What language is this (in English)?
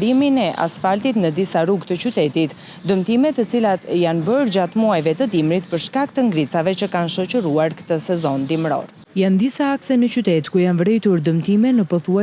Albanian